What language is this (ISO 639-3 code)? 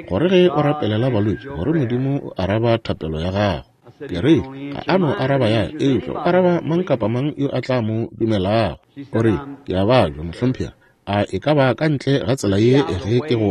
nso